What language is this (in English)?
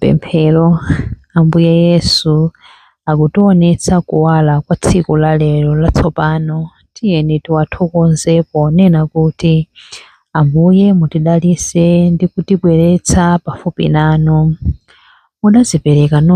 Nyanja